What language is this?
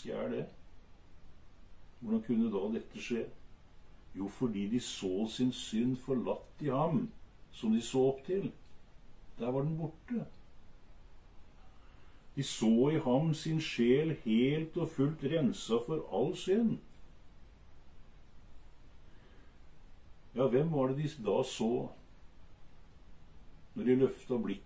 Norwegian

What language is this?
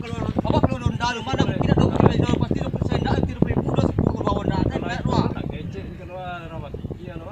Minangkabau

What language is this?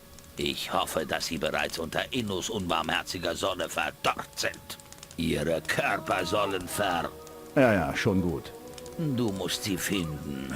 Bavarian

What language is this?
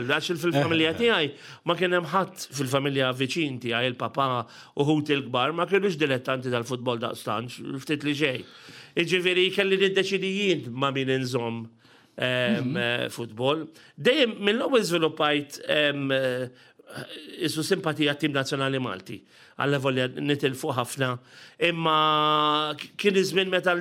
Maltese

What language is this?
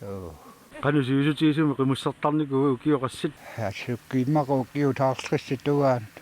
Kalaallisut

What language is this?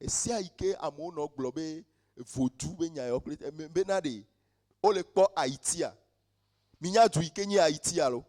Ewe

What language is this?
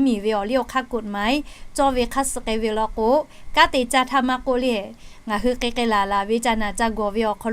Lahu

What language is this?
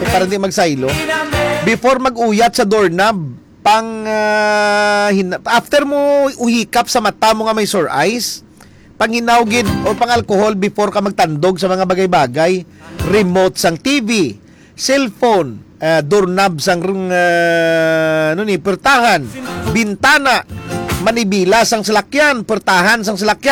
Hiligaynon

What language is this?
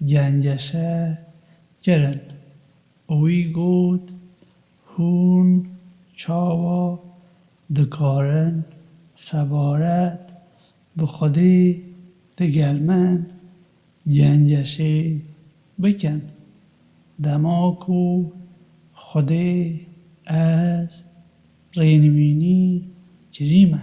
Kurdish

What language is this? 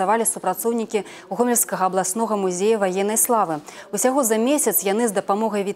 Belarusian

